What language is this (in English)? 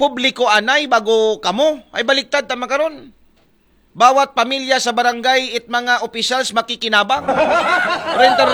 Aklanon